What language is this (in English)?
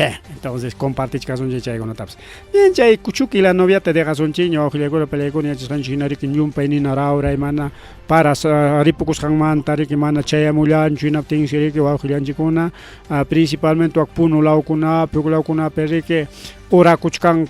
Ayacucho Quechua